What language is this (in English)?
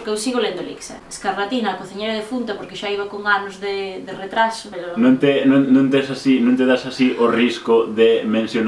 Galician